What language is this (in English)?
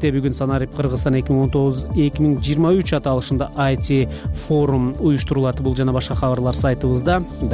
Kyrgyz